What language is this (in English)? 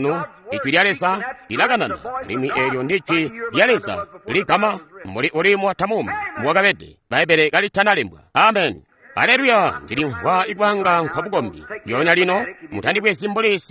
Tonga (Zambia)